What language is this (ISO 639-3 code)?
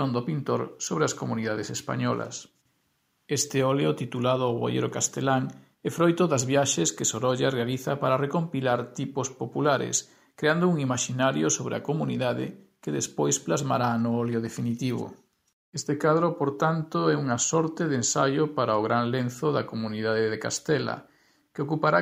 glg